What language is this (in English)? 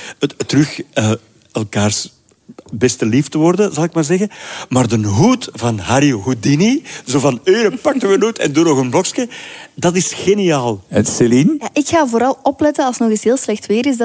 Dutch